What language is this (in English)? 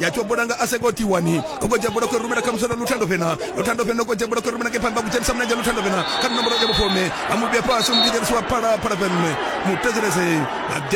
Venda